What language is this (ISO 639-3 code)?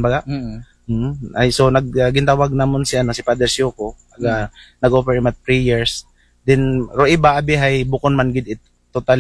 akl